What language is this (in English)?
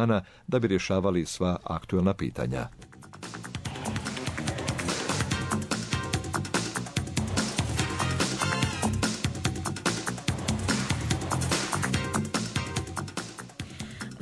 Bosnian